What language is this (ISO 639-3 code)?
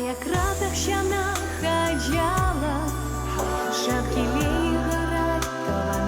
chv